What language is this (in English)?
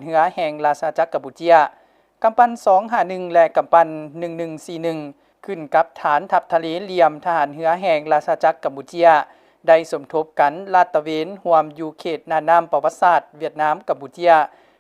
Lao